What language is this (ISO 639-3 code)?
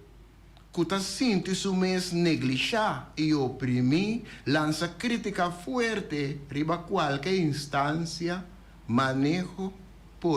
pap